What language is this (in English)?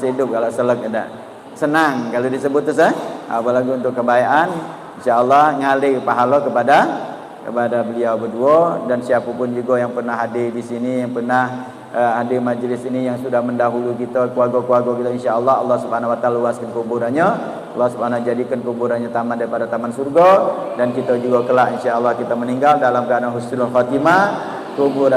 Musi